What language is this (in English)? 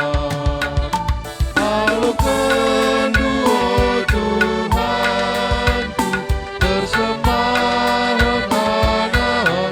Batak Karo